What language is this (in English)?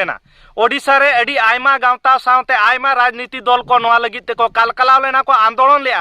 Santali